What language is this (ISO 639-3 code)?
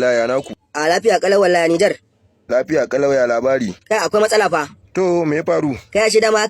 hau